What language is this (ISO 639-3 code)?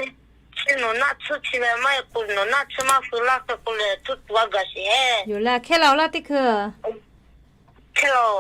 lhu